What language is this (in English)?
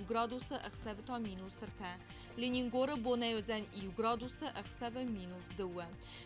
Ossetic